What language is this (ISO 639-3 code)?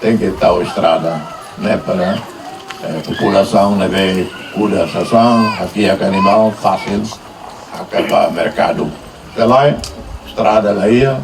tet